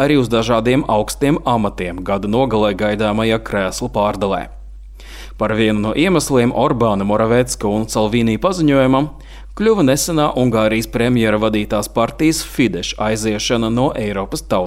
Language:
Latvian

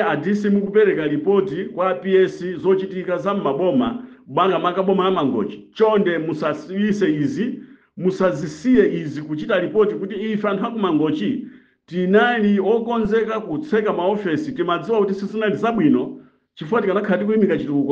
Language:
Nyanja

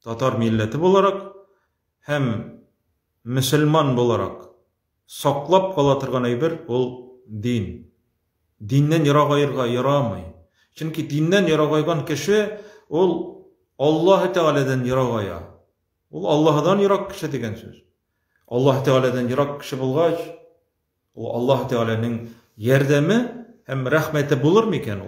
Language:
Tatar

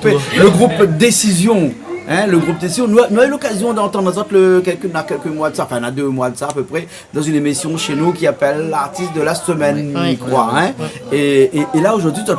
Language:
Réunion Creole French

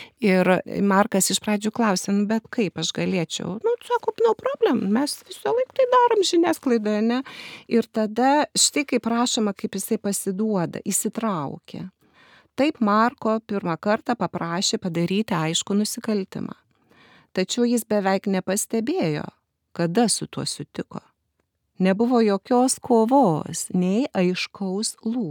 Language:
Lithuanian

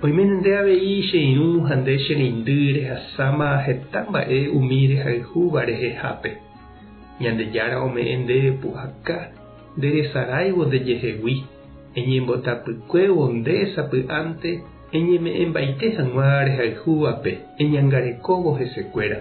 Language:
Guarani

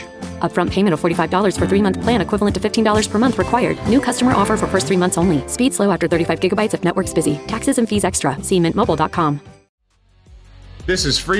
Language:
English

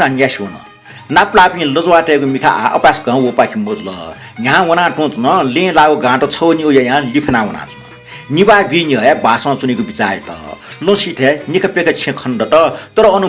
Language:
Newari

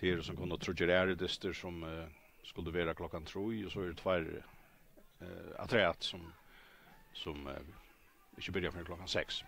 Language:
Faroese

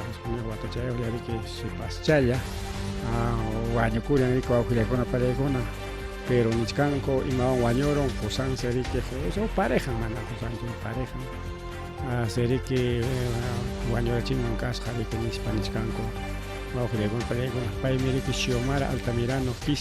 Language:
Ayacucho Quechua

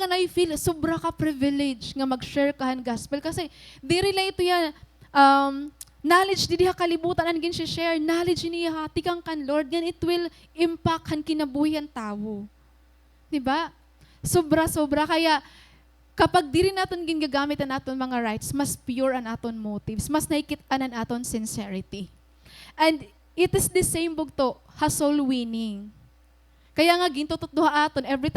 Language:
Waray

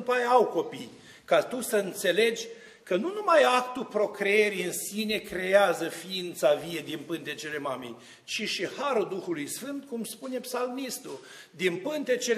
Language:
Romanian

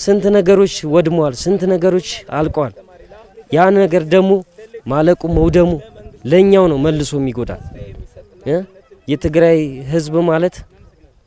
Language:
Amharic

